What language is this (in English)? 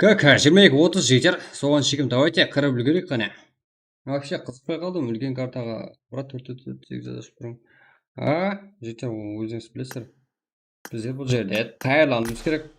Kara-Kalpak